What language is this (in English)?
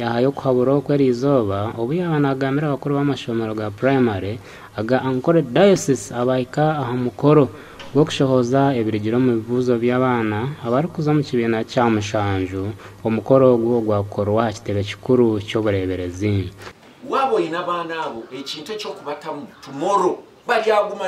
Nyankole